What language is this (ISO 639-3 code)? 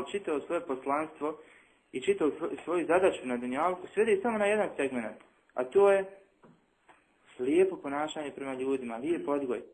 bos